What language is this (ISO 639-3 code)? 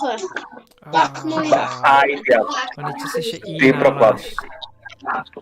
cym